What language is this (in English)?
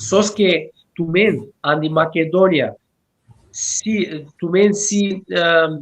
Balkan Romani